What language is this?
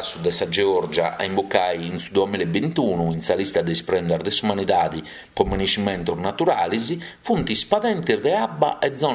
Sardinian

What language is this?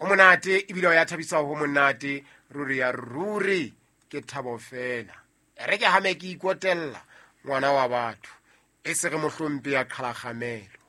Southern Sotho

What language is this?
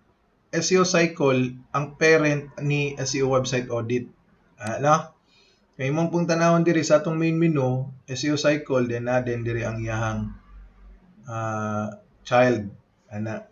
Cebuano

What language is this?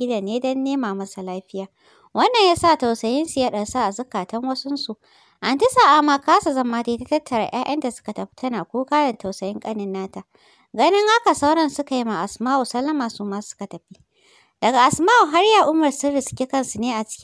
Hausa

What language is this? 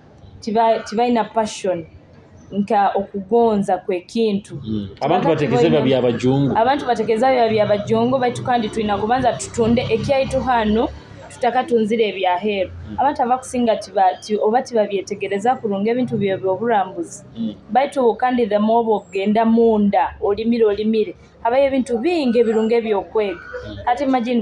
Nyoro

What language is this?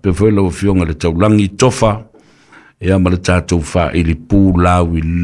Samoan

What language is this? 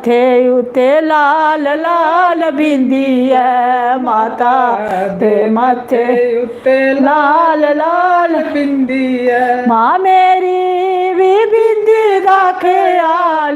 Dogri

